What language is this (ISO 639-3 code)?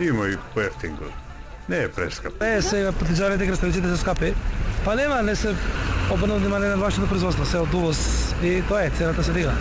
mkd